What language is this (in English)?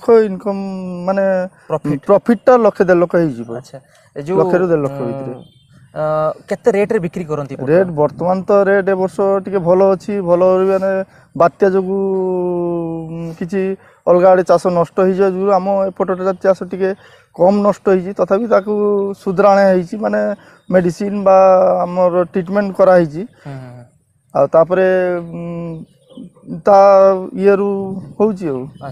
Odia